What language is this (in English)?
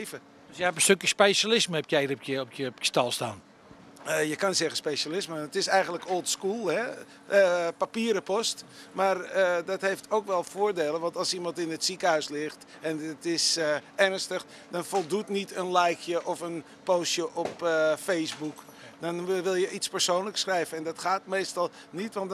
Dutch